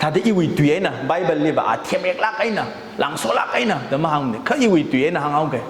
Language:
Tangkhul Naga (India)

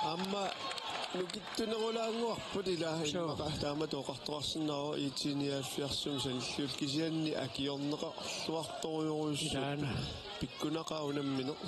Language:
Kalaallisut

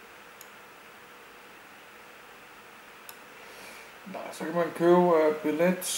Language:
Danish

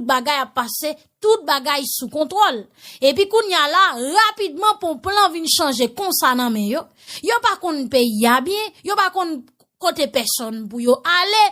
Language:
Haitian Creole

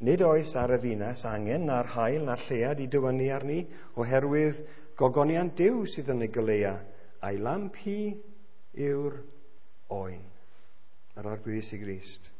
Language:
Welsh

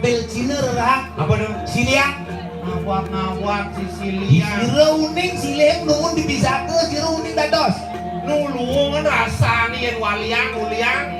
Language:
Balinese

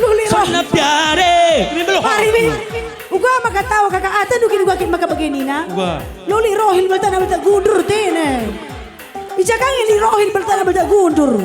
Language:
Batak Karo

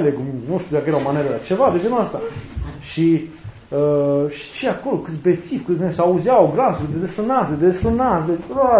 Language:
Romanian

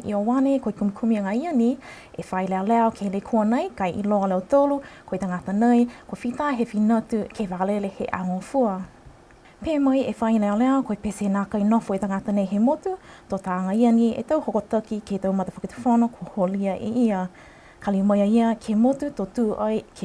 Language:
Niuean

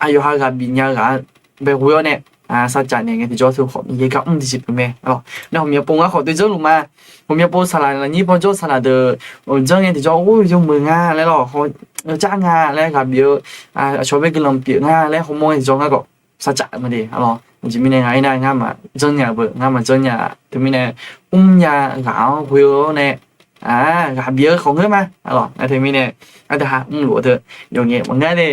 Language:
Akha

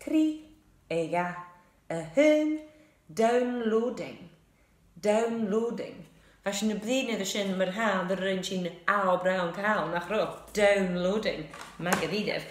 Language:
Scottish Gaelic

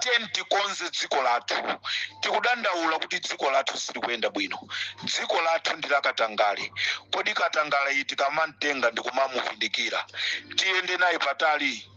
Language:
Nyanja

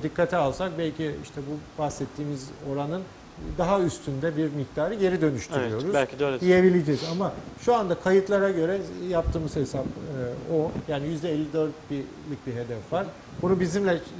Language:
Turkish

